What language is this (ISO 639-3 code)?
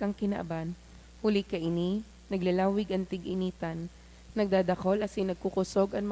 bik